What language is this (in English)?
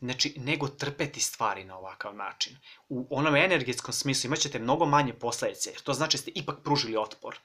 Serbian